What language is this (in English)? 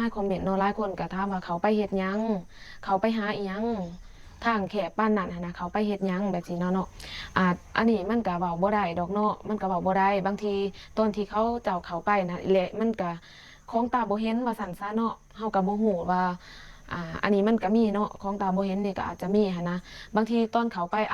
Lao